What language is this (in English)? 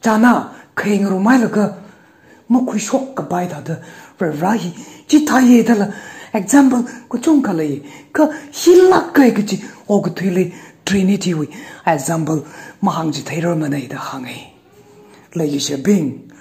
Tangkhul Naga (India)